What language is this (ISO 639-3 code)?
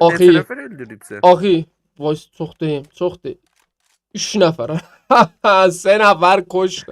azb